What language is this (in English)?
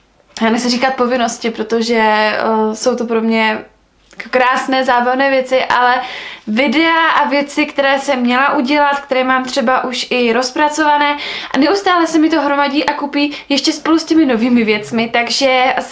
Czech